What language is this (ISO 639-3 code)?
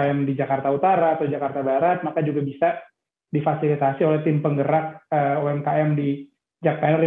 ind